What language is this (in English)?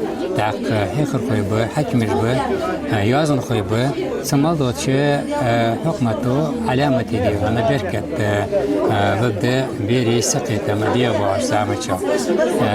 Ingush